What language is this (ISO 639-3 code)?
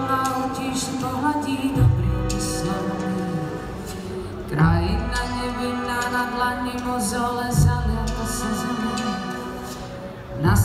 slk